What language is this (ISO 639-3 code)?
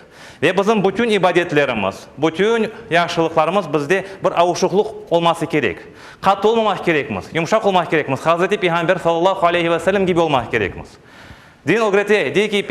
crh